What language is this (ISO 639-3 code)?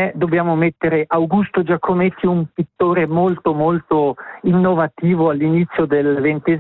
ita